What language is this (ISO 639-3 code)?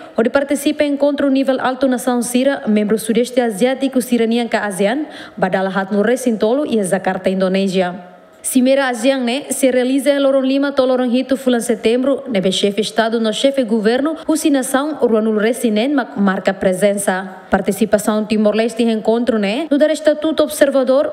tet